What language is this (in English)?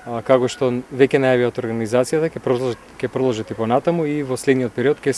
Macedonian